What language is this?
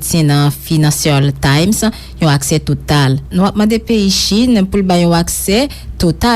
Haitian Creole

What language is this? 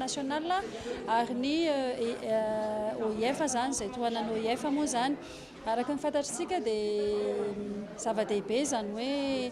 Malagasy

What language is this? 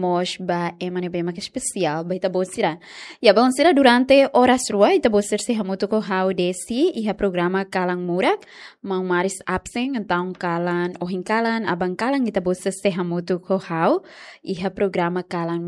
Tetum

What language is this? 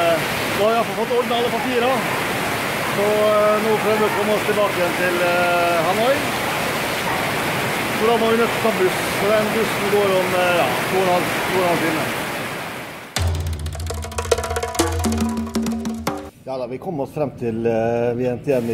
Norwegian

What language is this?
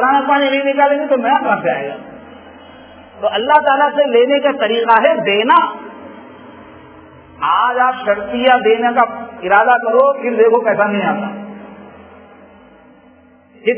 Urdu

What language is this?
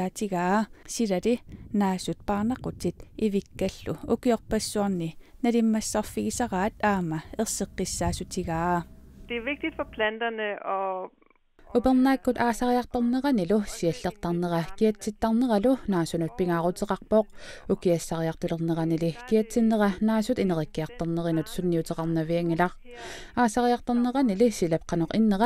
Kalaallisut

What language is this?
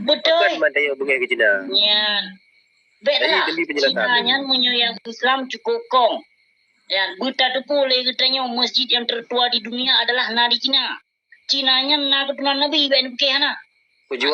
Achinese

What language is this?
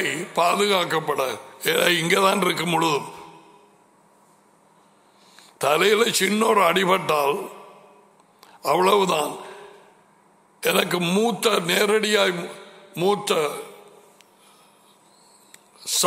Tamil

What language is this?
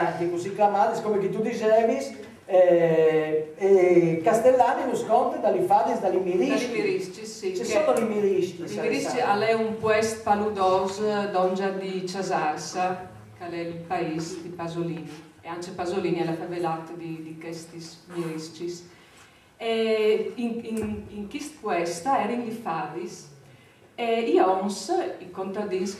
Friulian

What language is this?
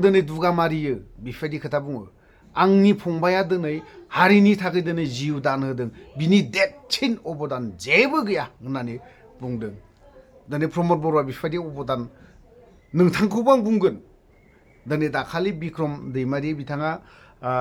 Bodo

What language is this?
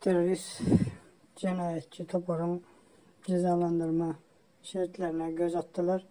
Turkmen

